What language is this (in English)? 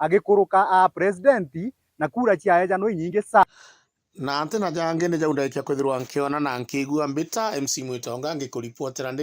Meru